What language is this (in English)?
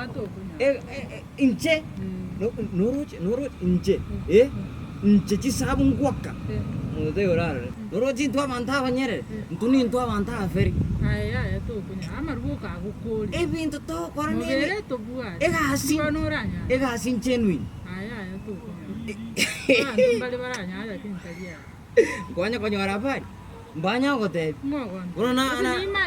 Gusii